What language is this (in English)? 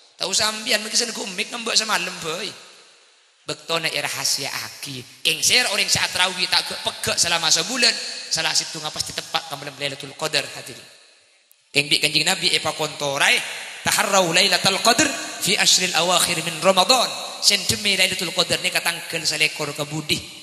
Madurese